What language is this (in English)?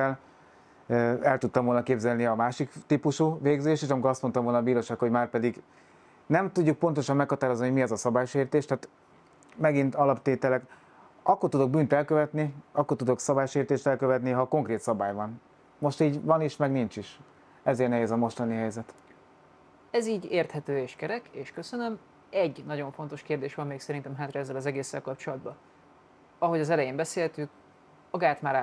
Hungarian